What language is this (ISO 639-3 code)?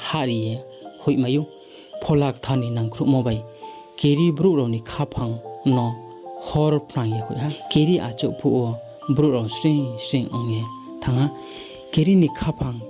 ria